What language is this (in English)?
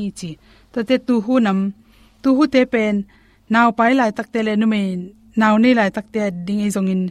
Tedim Chin